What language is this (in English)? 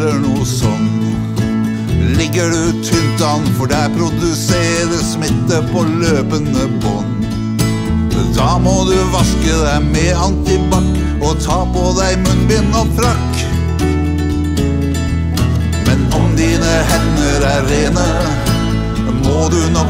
Norwegian